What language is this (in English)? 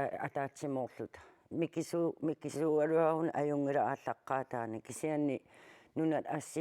Kalaallisut